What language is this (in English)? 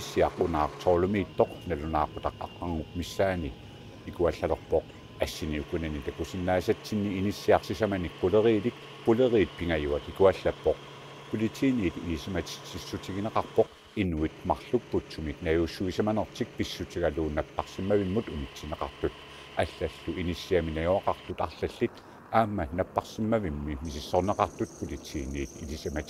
Kalaallisut